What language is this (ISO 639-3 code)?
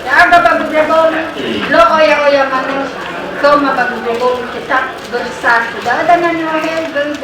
nia